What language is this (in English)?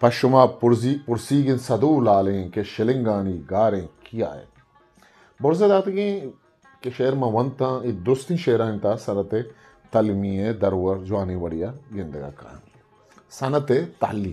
Eastern Balochi